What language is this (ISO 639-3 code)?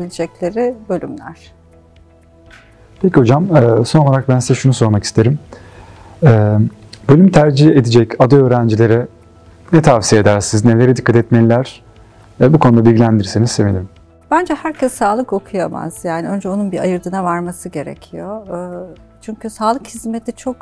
tur